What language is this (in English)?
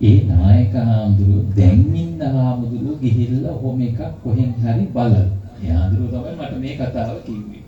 Sinhala